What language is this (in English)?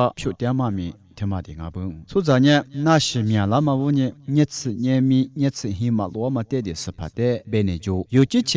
Lisu